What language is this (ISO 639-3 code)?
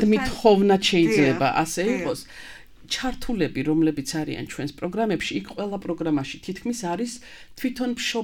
kat